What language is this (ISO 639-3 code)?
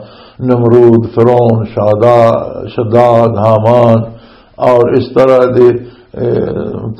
lah